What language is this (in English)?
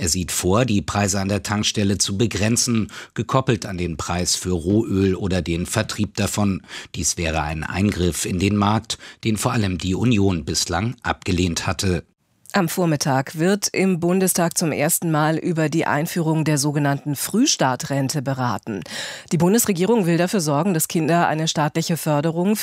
German